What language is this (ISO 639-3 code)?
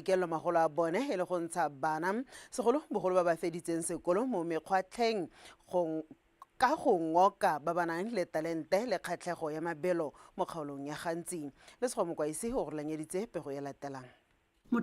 tsn